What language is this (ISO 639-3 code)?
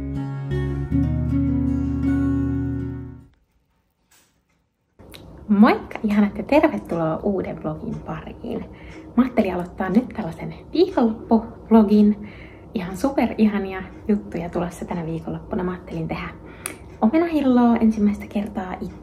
fin